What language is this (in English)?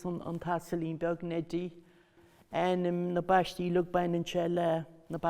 Irish